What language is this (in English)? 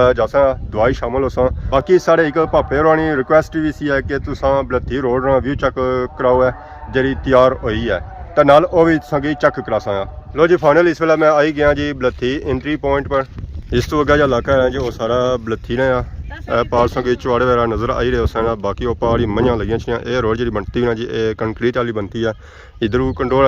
Pahari-Potwari